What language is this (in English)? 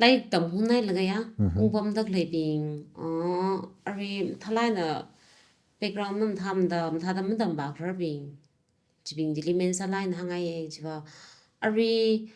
Tangkhul Naga (India)